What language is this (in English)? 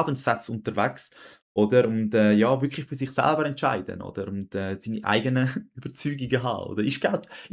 Swiss German